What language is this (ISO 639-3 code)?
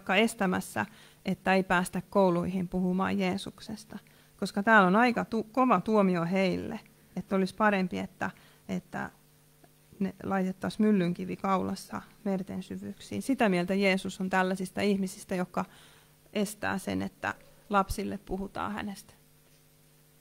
fin